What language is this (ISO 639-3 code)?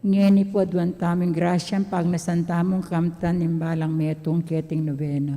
pam